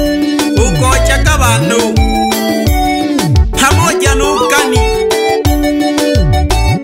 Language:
Swahili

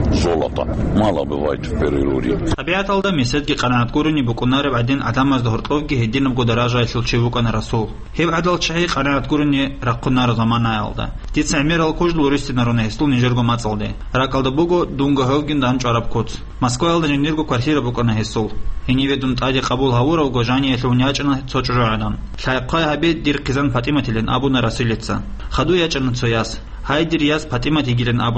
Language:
Avaric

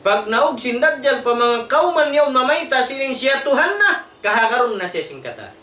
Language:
Tausug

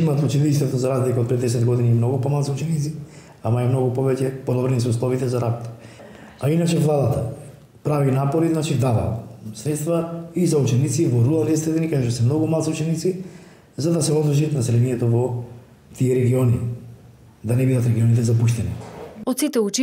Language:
Macedonian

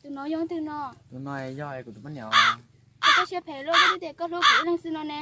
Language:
Hmong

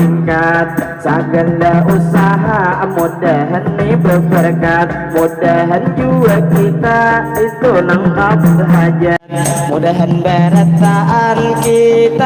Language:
Banjar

